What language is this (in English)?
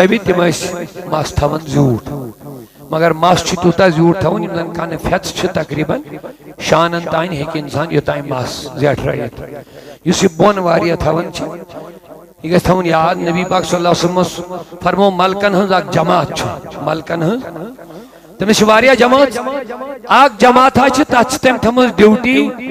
Kashmiri